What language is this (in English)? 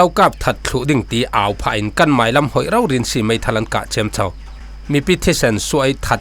Falam Chin